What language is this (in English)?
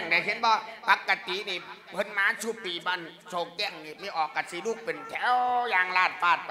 Lao